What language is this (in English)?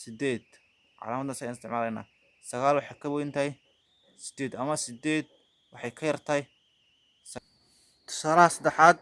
Somali